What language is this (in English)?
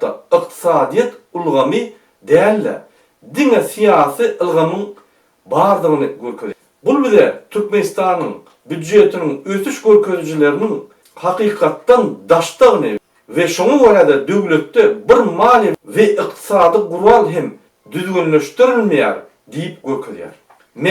Turkmen